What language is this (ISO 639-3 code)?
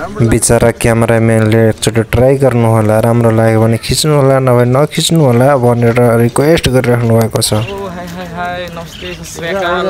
nep